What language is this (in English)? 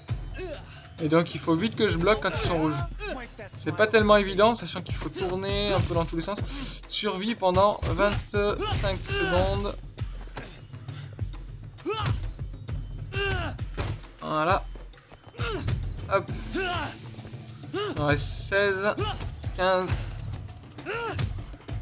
French